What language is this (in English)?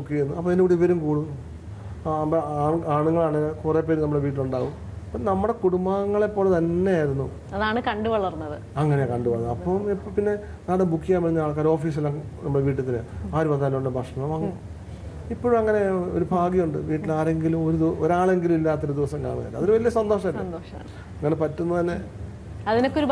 Malayalam